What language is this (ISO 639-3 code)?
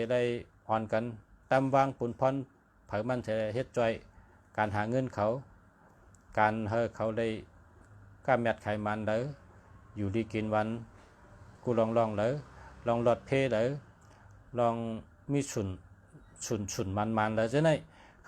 shn